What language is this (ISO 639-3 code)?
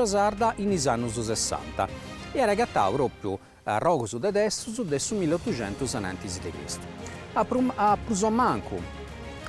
srd